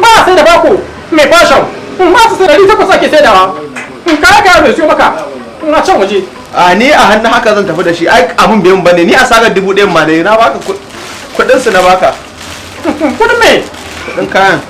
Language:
Hausa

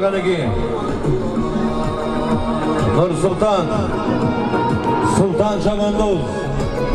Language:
Kazakh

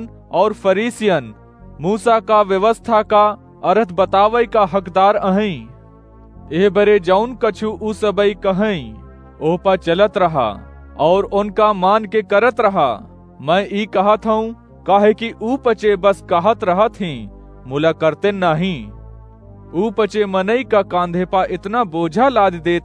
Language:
Awadhi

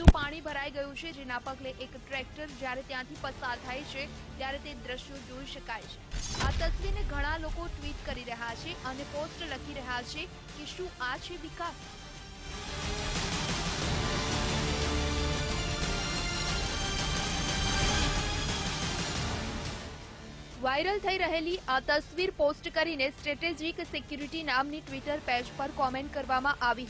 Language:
Gujarati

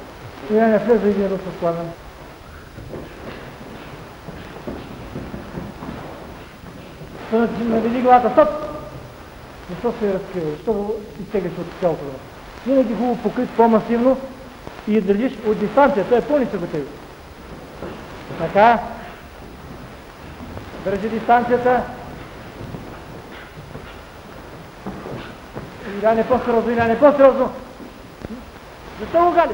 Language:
Bulgarian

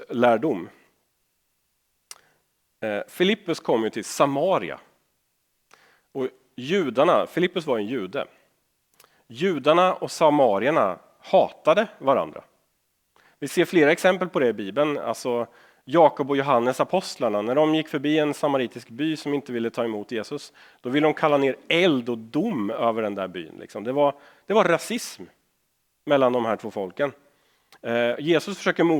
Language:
Swedish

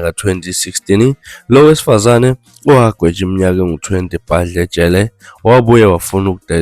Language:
Zulu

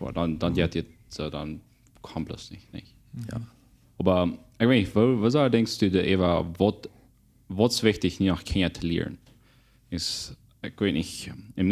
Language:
Plautdietsch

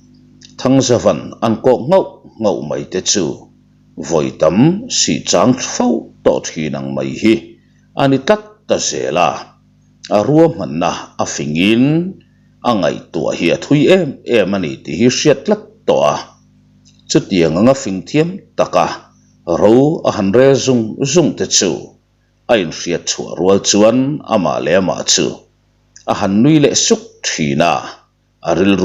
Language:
Mizo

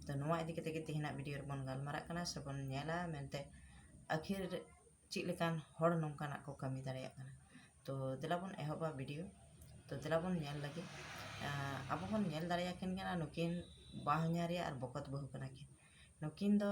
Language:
Santali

